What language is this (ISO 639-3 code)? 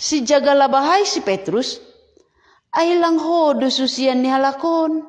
bts